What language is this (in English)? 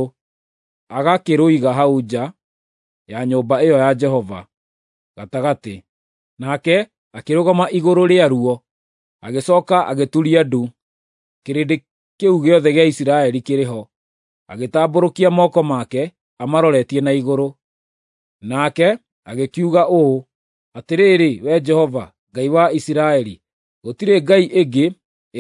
Kikuyu